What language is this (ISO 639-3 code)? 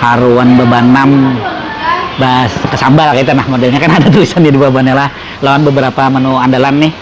bjn